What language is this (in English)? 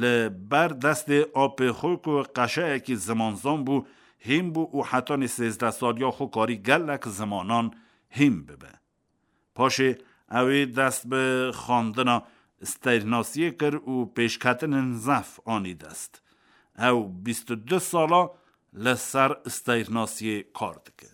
Kurdish